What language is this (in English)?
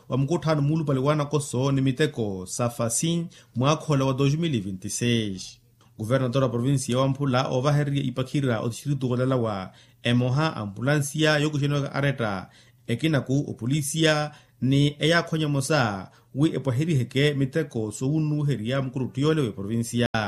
Makhuwa